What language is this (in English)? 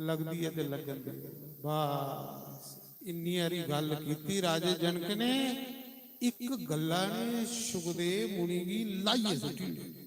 Dogri